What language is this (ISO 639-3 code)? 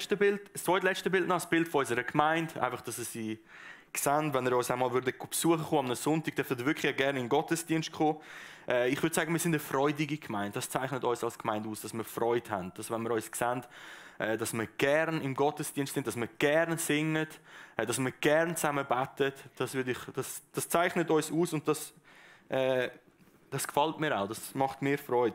gsw